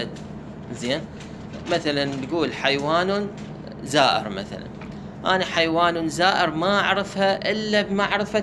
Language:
Mesopotamian Arabic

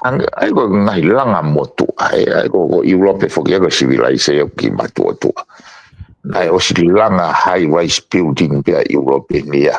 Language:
Tongan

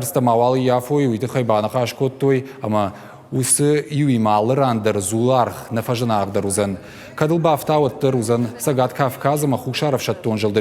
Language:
Ossetic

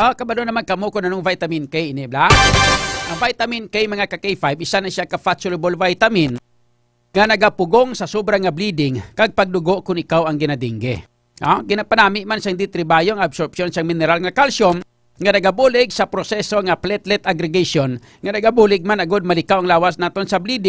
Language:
Hiligaynon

